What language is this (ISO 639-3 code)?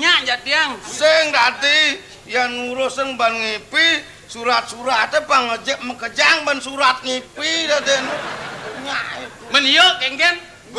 ban